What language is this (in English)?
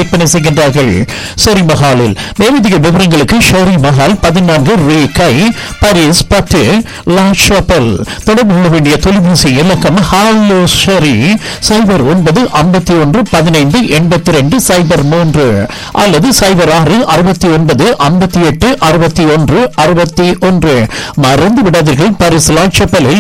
Tamil